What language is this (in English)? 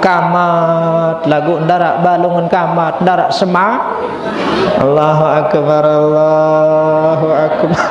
Sasak